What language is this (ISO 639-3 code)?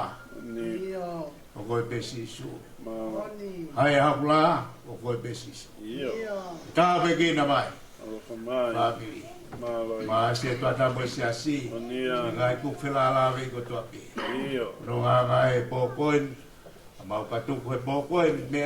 ton